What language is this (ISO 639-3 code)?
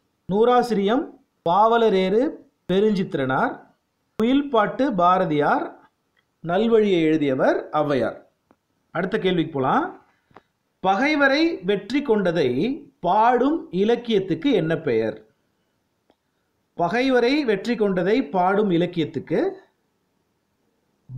tam